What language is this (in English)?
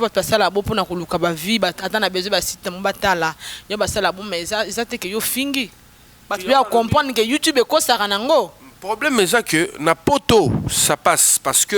Lingala